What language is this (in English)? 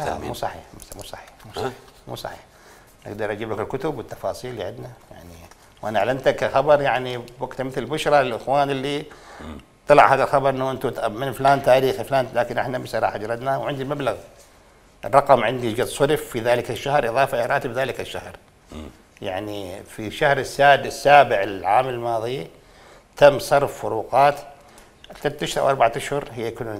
Mesopotamian Arabic